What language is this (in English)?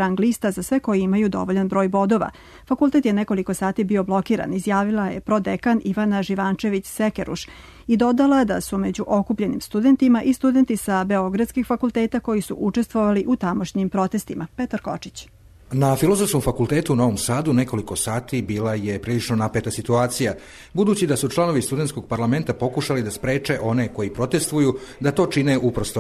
Serbian